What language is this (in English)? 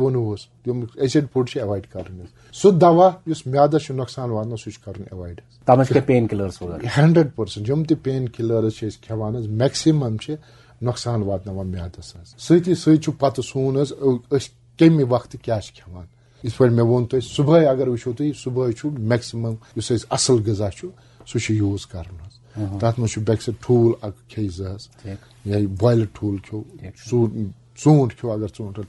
Kashmiri